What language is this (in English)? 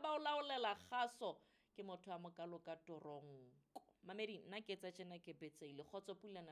Southern Sotho